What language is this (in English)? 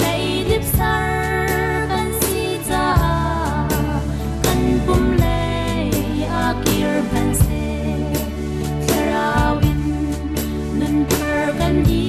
Hakha Chin